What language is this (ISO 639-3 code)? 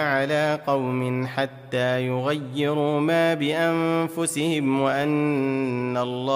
ara